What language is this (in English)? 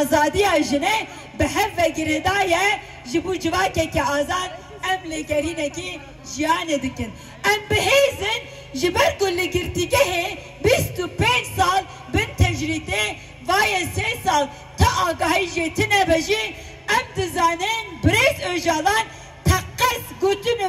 Kurdish